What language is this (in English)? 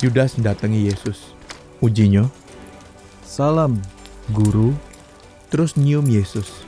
Musi